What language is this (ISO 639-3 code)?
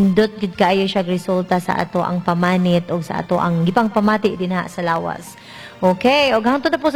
ceb